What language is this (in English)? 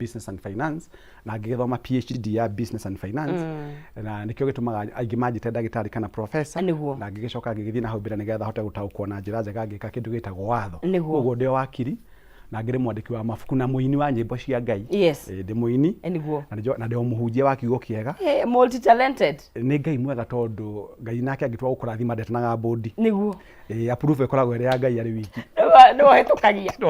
Kikuyu